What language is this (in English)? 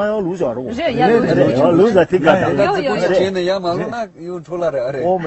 Tibetan